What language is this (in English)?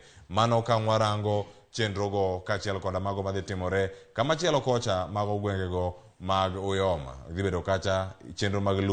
Luo (Kenya and Tanzania)